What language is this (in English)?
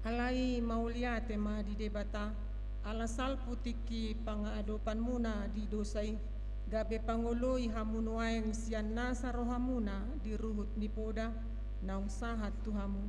Batak Toba